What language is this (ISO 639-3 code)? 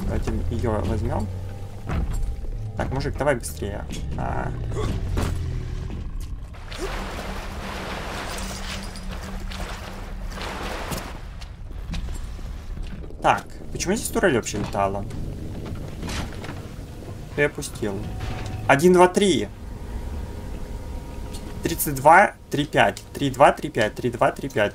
rus